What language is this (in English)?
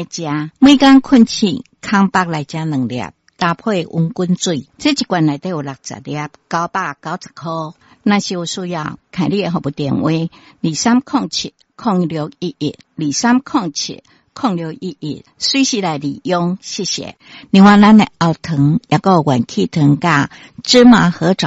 Min Nan Chinese